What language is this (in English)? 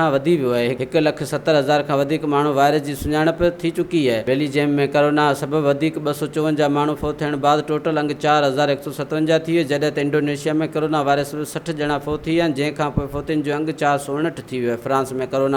Sindhi